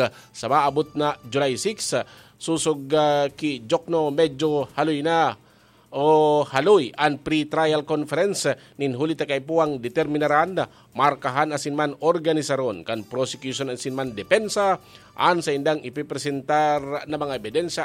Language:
Bikol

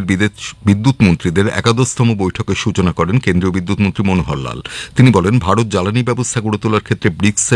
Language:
Bangla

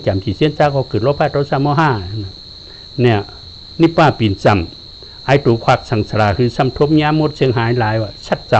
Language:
Shan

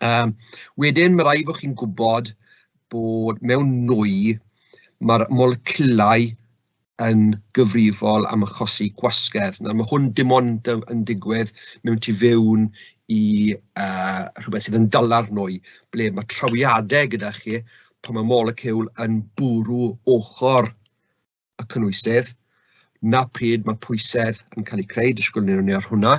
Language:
Welsh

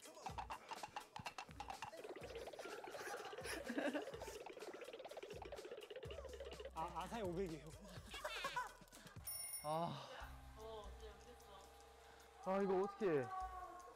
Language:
Korean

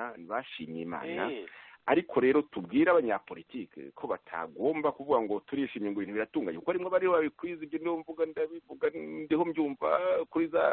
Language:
Kinyarwanda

